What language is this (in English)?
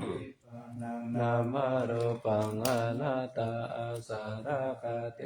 Pali